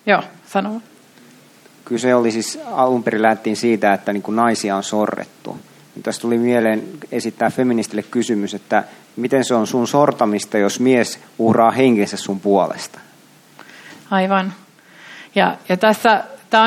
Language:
Finnish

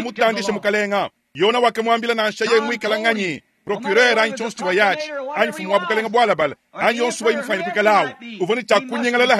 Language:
Luba-Lulua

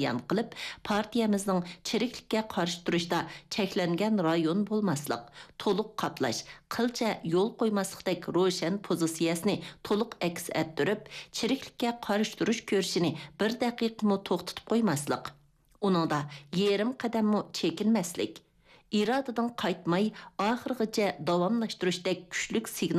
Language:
Uyghur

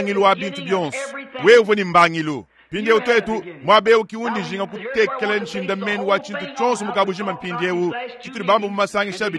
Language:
Luba-Lulua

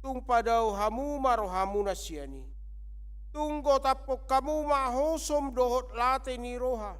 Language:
Batak Toba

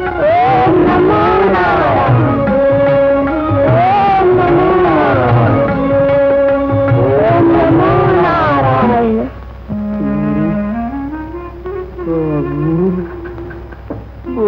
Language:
Telugu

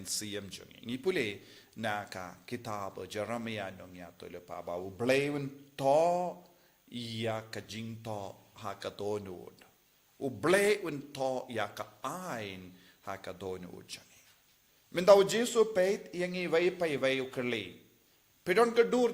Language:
Khasi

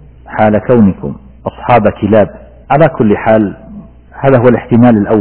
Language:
Arabic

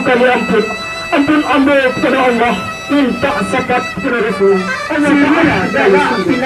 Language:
Minangkabau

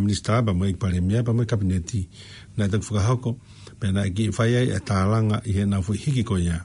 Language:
Tongan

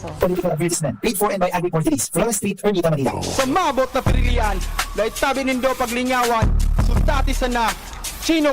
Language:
Bikol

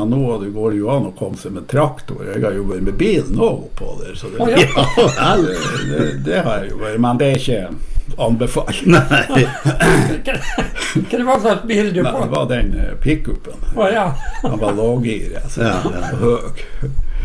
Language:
Norwegian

